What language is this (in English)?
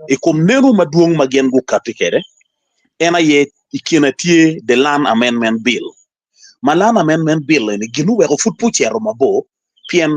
Acoli